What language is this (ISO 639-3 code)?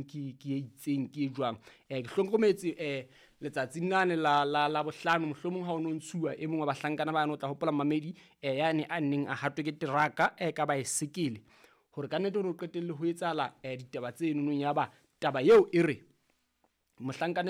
sot